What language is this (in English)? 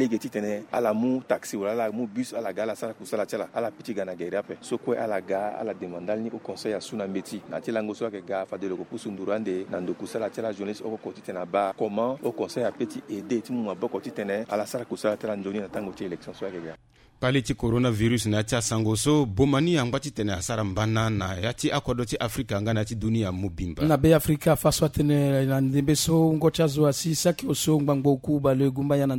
Sango